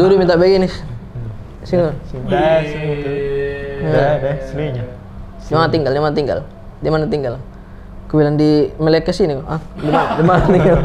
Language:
Makassar Malay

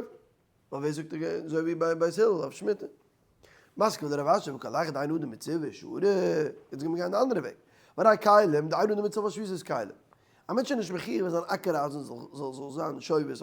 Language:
Yiddish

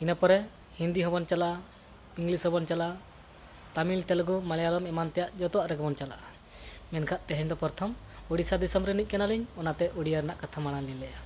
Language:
Santali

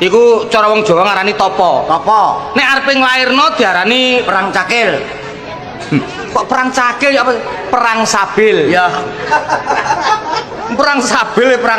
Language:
Javanese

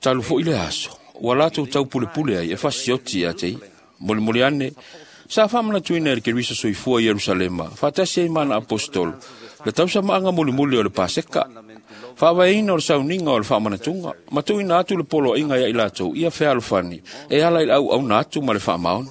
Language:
Samoan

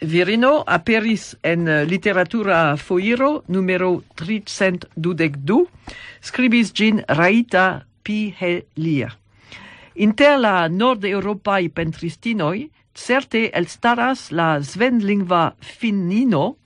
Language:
Esperanto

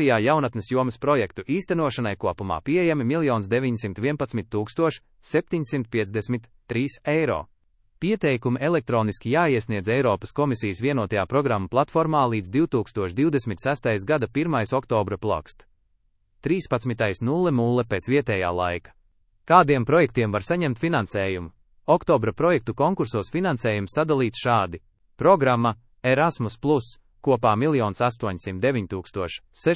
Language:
Latvian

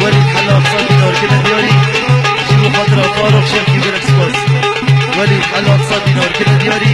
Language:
Kurdish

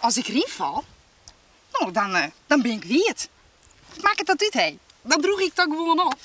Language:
Western Frisian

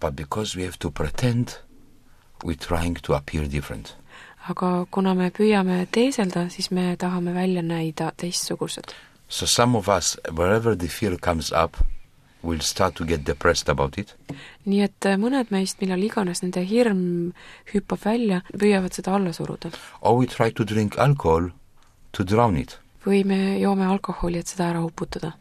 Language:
Estonian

